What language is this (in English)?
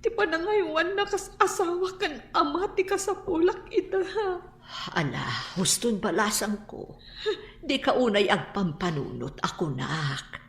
Iloko